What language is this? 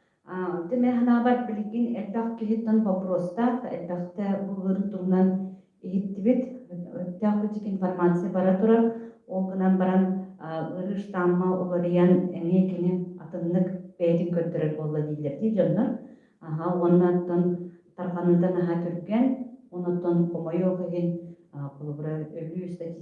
Yakut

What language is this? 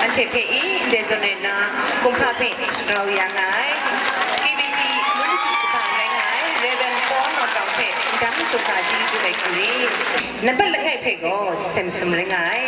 Kachin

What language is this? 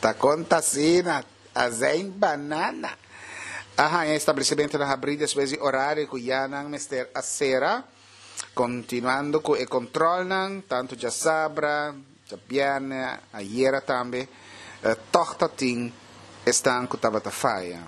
Papiamento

